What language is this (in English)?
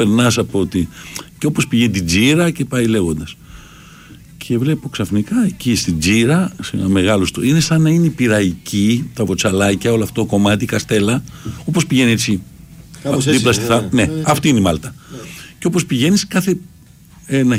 Greek